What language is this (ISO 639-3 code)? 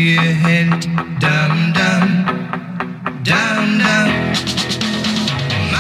deu